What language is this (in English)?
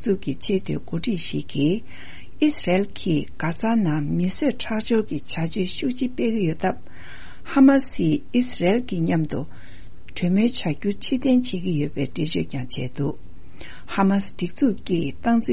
Tibetan